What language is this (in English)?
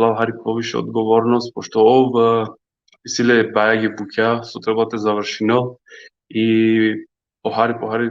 Balkan Romani